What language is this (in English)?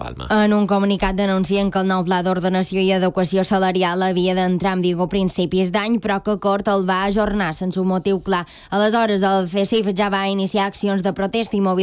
Catalan